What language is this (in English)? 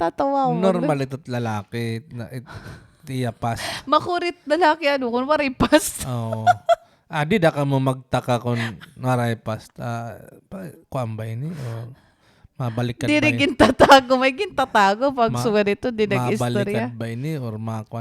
Waray